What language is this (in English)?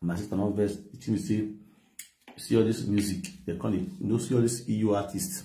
Nigerian Pidgin